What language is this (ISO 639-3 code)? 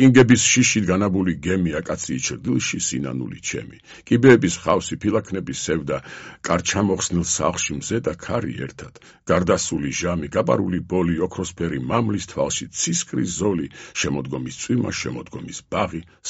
kat